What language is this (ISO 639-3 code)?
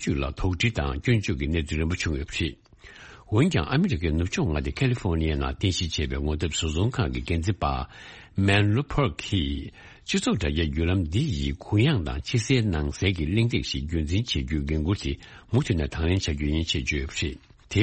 bod